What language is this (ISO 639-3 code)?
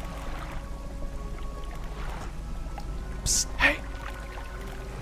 deu